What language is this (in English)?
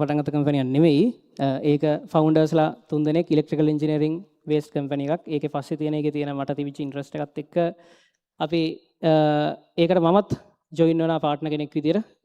Sinhala